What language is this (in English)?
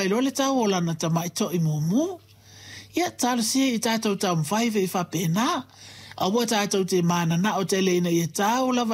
Samoan